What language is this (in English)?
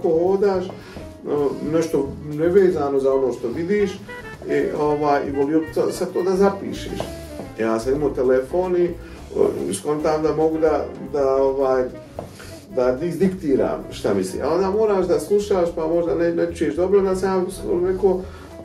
Bosnian